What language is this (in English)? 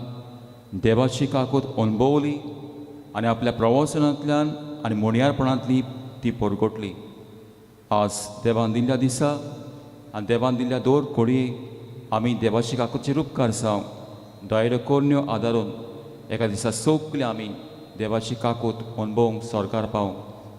Konkani